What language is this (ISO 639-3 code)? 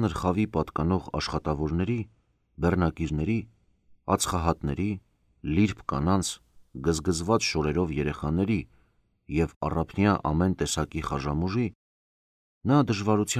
hye